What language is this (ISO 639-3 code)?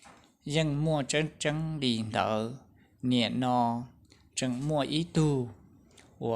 hmn